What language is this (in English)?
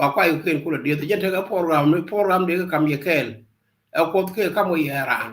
Nuer